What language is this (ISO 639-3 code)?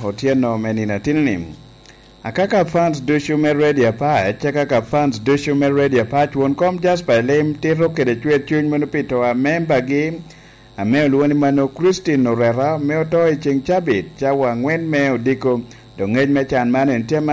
laj